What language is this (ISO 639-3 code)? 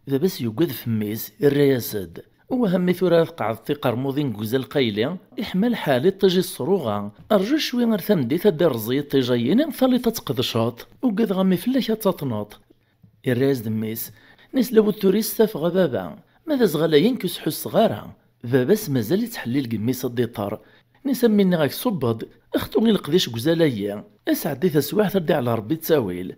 kab